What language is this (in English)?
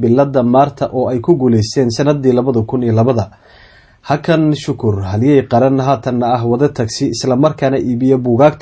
Somali